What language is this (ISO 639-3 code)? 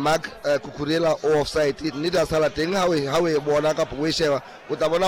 sot